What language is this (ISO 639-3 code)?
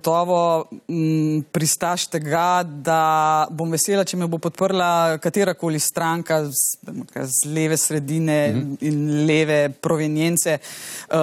slv